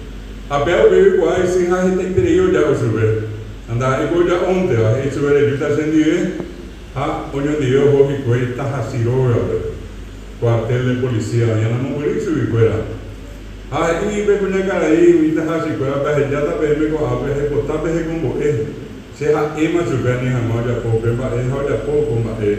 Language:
Guarani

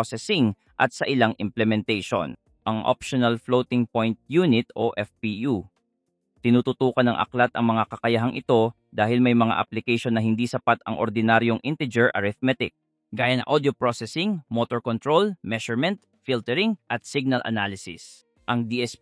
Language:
Filipino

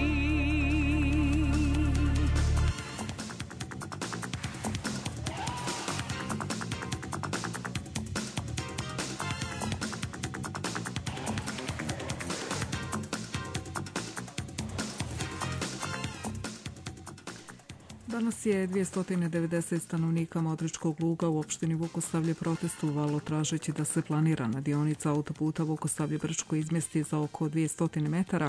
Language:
Serbian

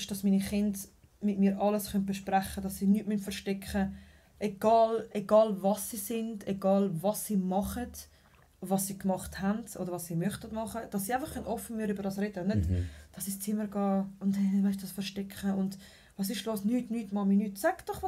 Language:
Swiss German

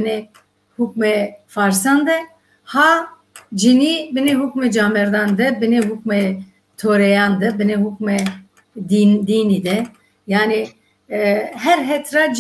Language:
Zaza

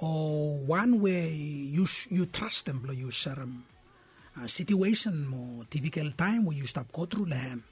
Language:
Bislama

